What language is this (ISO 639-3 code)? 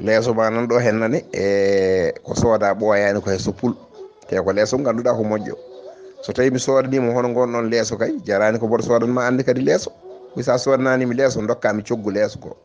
ful